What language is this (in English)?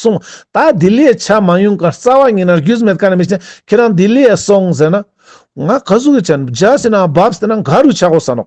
Ladakhi